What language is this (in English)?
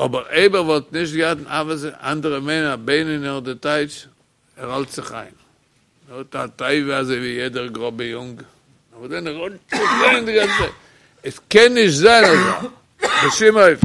Yiddish